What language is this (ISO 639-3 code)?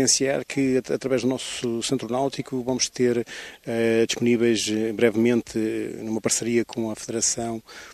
por